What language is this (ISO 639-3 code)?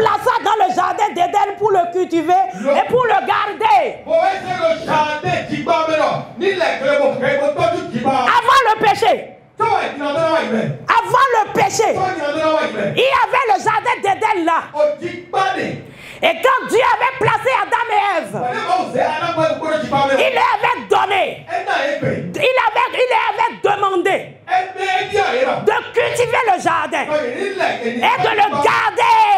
fra